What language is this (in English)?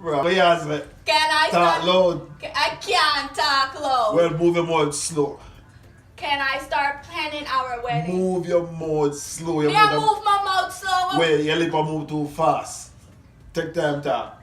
Jamaican Creole English